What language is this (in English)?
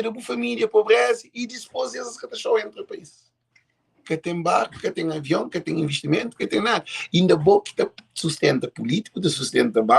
Kabuverdianu